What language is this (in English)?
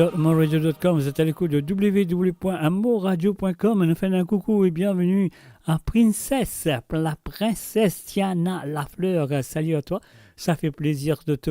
Morisyen